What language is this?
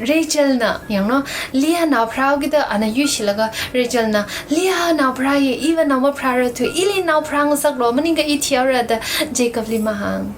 Tangkhul Naga (India)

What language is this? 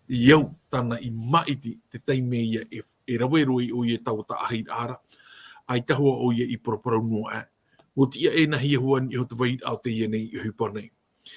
Tahitian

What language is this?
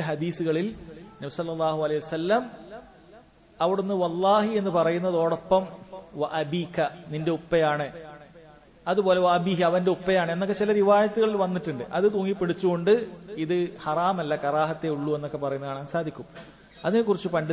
Malayalam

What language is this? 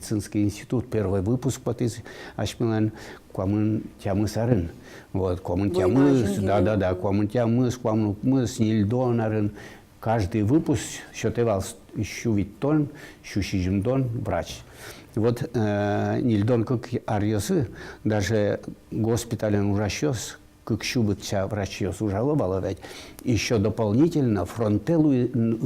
Udmurt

